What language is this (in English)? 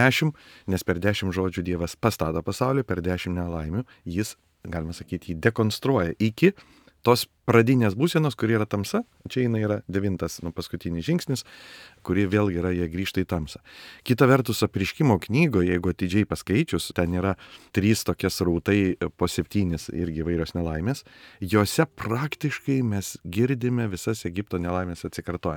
Lithuanian